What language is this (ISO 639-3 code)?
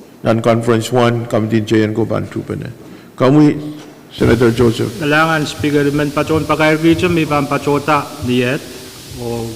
pon